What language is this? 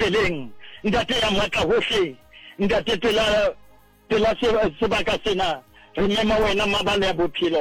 Southern Sotho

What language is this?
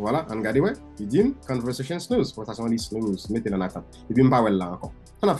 Haitian Creole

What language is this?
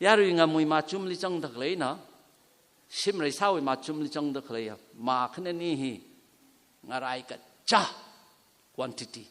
Tangkhul Naga (India)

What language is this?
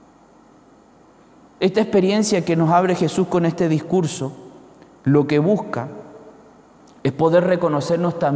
Spanish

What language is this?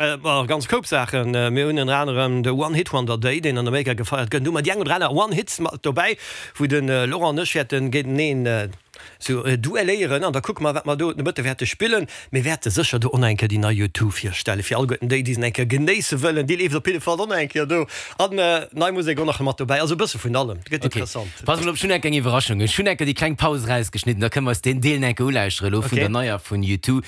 Luxembourgish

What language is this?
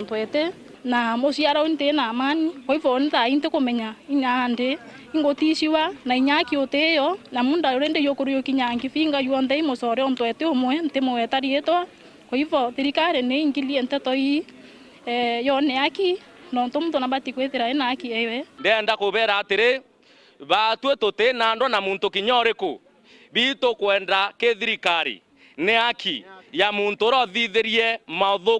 Meru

